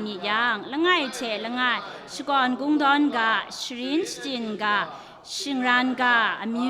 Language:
Kachin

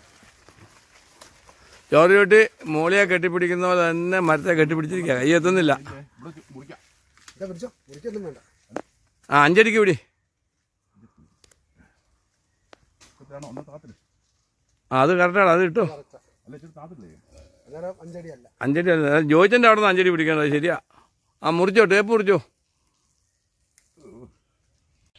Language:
Malayalam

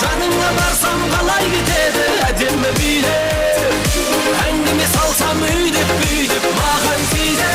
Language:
Kara-Kalpak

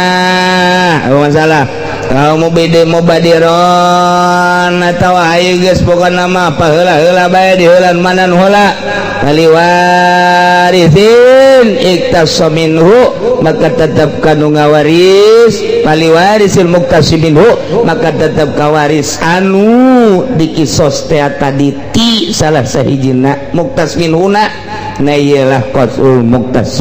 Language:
Sundanese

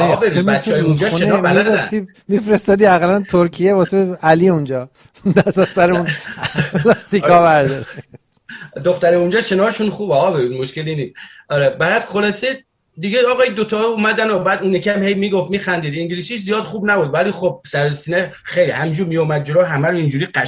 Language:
Persian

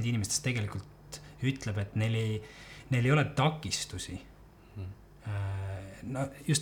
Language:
Estonian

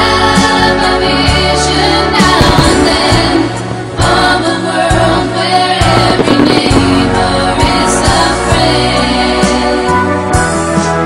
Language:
English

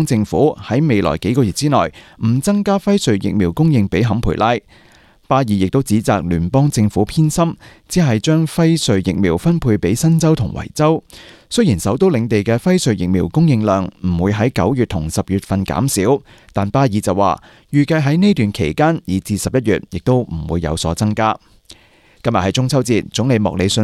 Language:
Cantonese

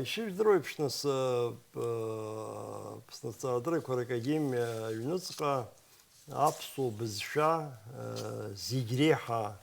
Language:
Abkhazian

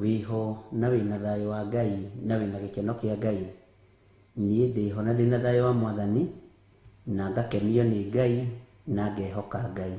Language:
Kikuyu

